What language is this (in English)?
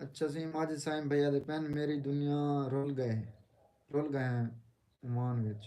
Saraiki